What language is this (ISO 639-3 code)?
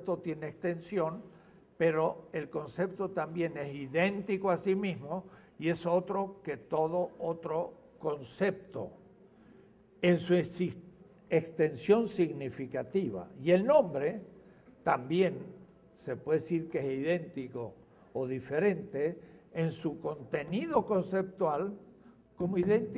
spa